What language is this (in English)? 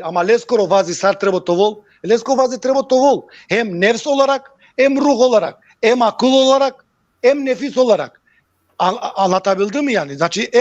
Balkan Romani